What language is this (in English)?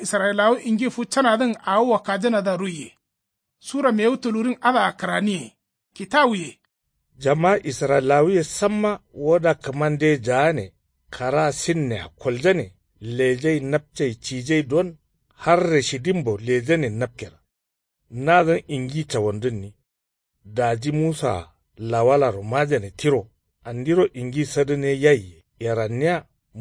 Kanuri